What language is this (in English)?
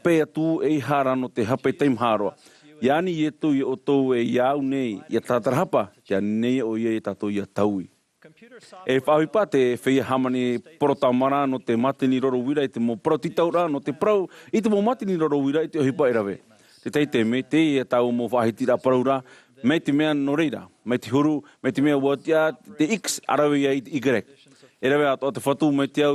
Tahitian